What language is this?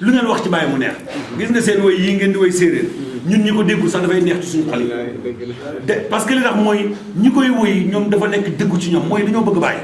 Wolof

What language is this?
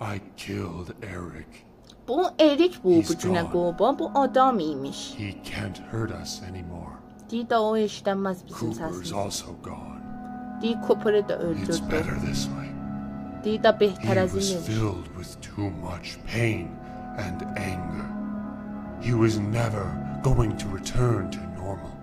South Azerbaijani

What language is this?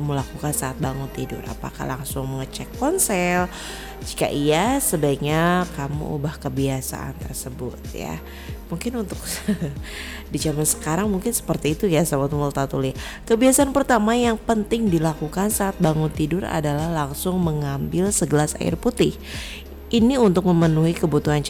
Indonesian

